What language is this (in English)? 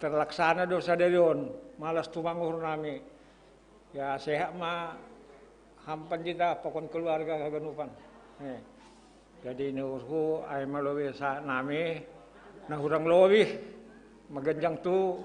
Batak Simalungun